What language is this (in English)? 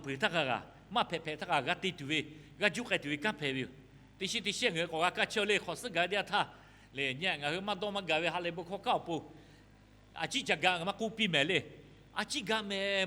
Lahu